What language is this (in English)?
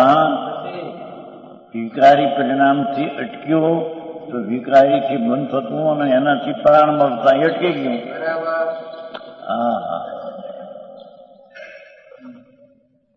Gujarati